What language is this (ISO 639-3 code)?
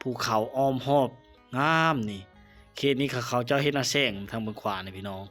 lao